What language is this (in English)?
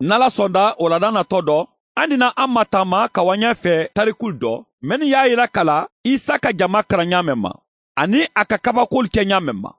Bambara